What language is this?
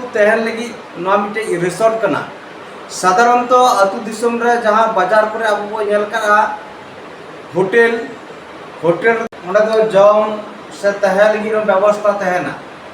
Santali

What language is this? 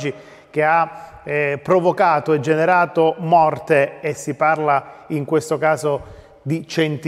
Italian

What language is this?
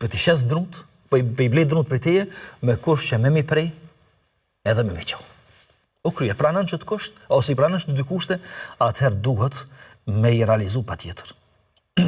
Albanian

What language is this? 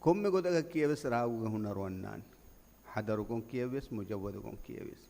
Divehi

